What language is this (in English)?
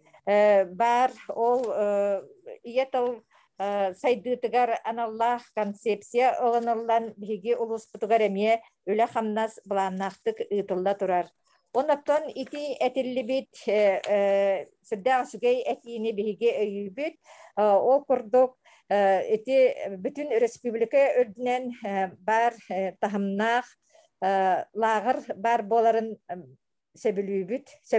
Yakut